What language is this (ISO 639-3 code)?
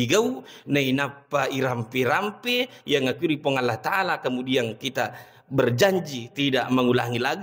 bug